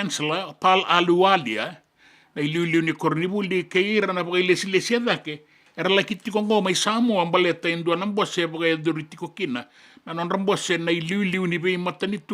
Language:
Fijian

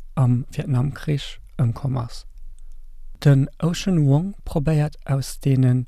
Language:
Luxembourgish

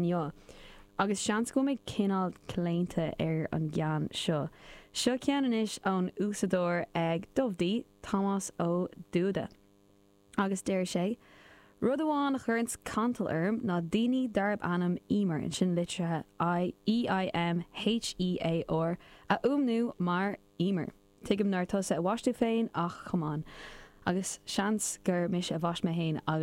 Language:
Irish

